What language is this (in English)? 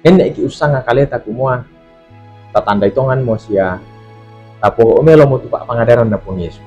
Toraja-Sa'dan